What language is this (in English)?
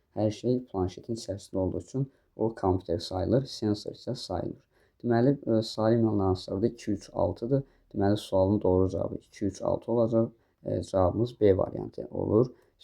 Azerbaijani